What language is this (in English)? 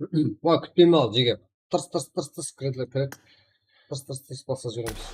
Kara-Kalpak